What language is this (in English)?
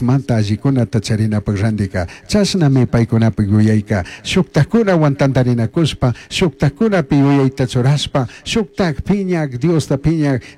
Chimborazo Highland Quichua